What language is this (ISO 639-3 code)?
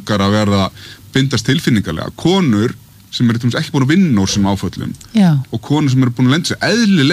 isl